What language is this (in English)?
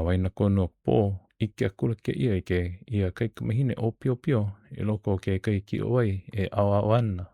Hawaiian